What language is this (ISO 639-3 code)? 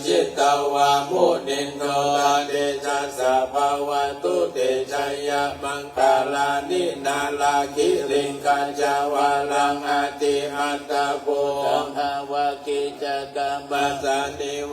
pli